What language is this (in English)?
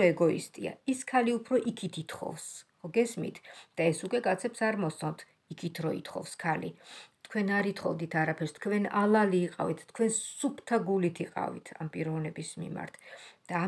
Georgian